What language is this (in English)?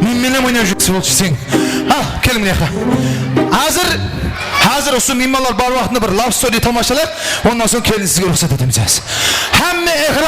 Kara-Kalpak